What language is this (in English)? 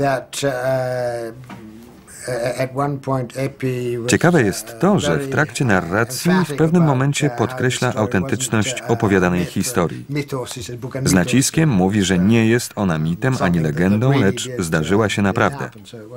Polish